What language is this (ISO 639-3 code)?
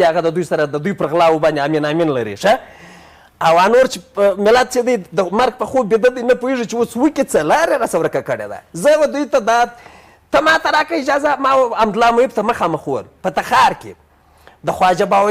pus